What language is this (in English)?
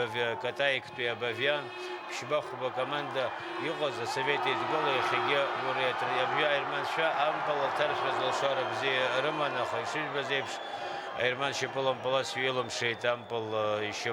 Abkhazian